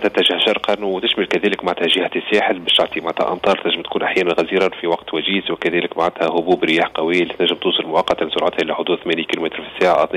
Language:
Tunisian Arabic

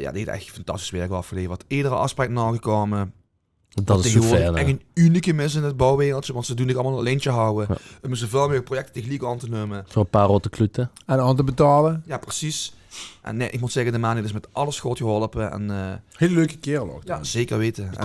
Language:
Limburgish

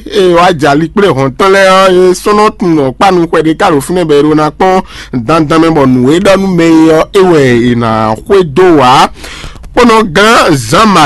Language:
Fon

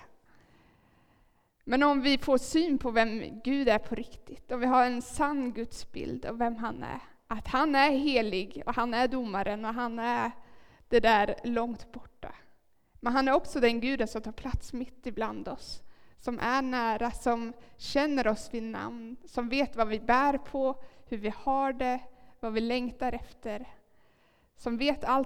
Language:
Swedish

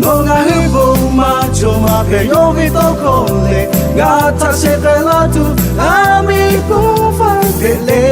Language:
Lahu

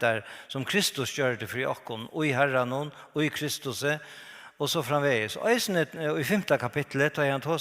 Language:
Faroese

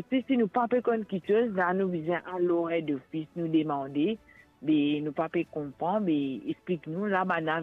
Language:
Morisyen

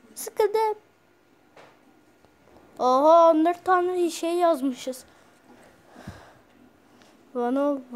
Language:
Turkish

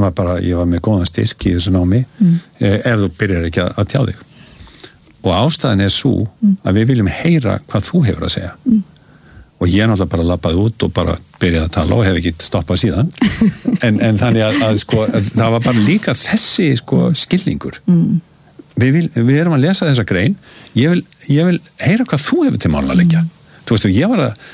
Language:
Icelandic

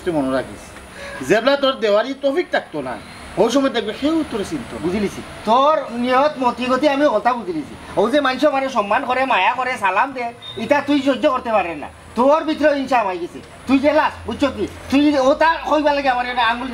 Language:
Sylheti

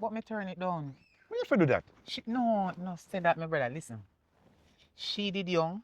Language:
Jamaican Creole English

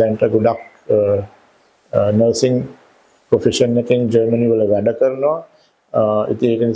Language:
Sinhala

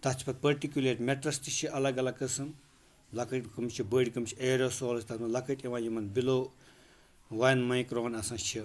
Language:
Kashmiri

